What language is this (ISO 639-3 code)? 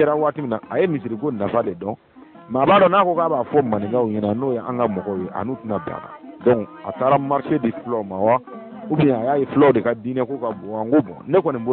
bam